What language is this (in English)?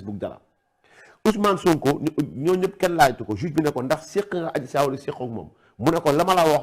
Wolof